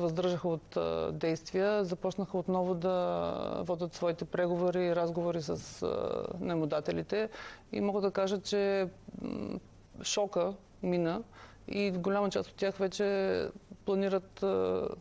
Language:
Bulgarian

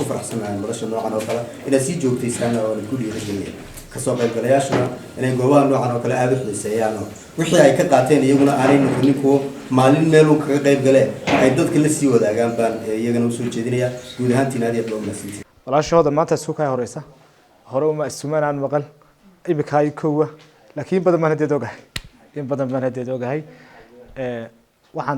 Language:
Somali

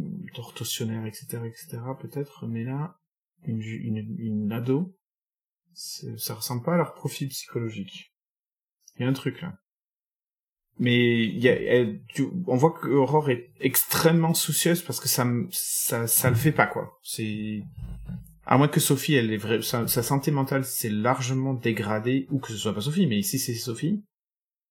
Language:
French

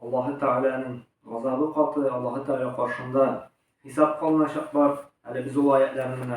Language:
Tatar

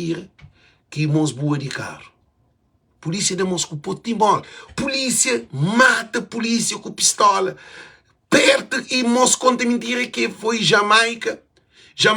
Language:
Kabuverdianu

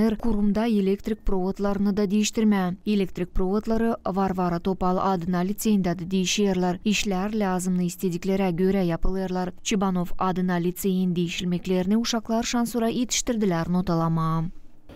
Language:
Gagauz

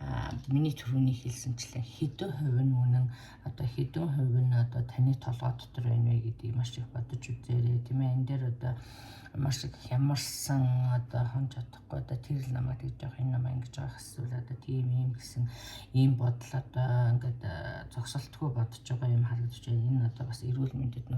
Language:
Mongolian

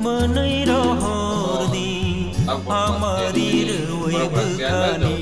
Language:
Kok Borok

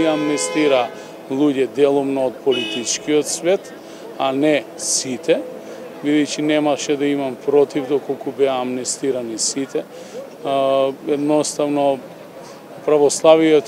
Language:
Macedonian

